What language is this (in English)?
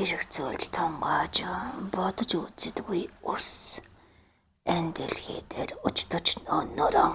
Mongolian